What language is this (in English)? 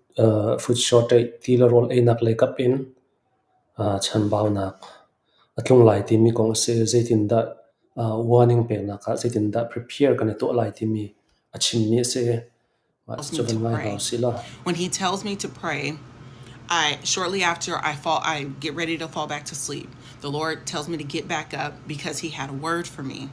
Falam Chin